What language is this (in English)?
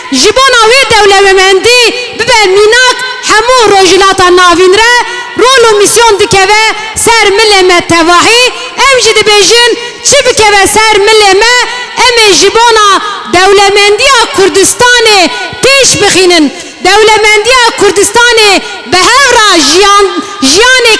Kurdish